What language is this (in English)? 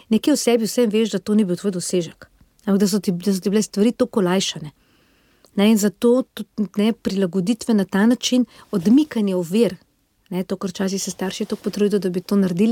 Slovenian